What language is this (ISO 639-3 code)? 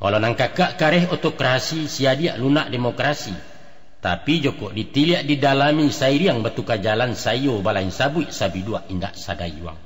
min